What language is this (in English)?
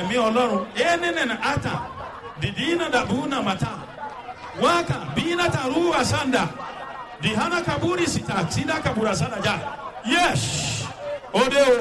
Yoruba